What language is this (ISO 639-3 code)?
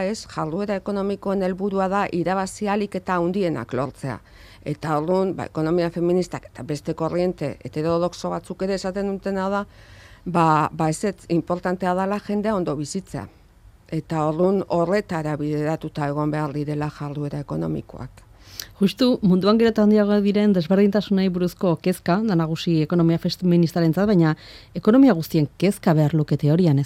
eus